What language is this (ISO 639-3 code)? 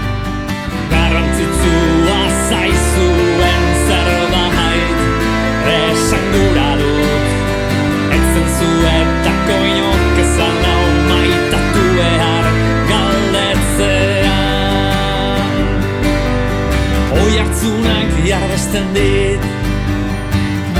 eus